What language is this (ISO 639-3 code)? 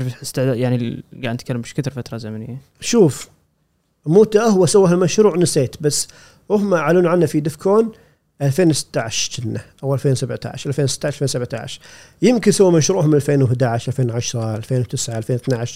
afb